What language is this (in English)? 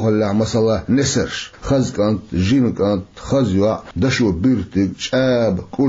Chechen